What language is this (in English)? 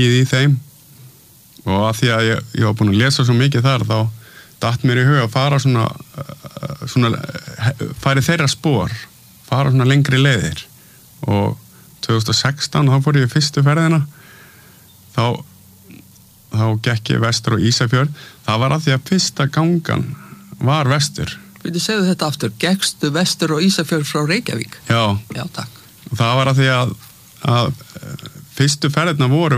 Icelandic